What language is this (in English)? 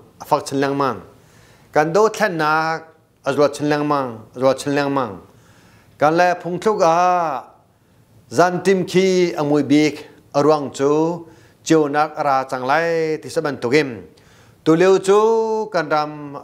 Hakha Chin